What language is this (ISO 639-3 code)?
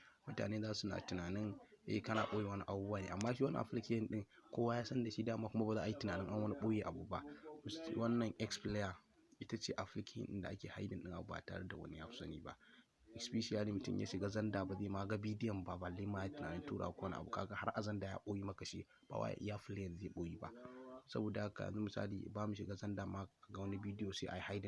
hau